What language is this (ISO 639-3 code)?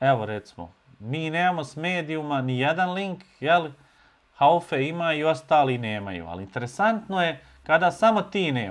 bos